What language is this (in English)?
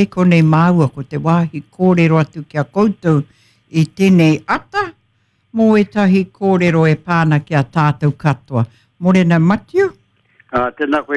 Māori